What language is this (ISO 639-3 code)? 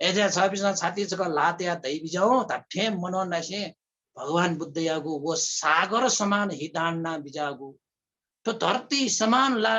new